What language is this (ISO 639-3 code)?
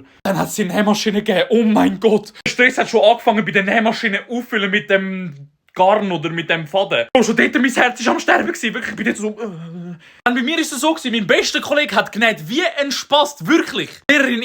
gsw